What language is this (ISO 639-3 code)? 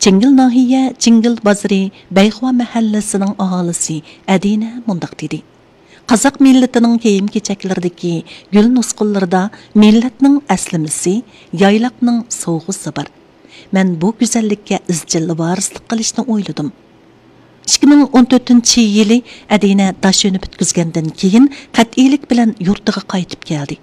uig